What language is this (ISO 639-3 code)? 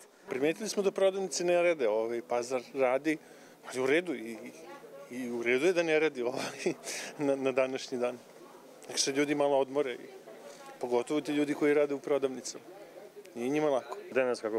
mkd